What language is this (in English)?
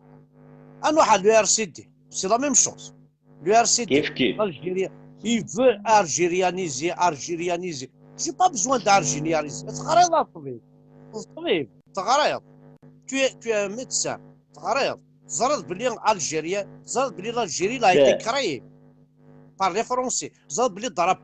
Kabyle